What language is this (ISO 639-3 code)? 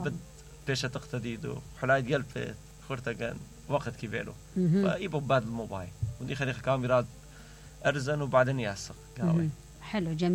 acm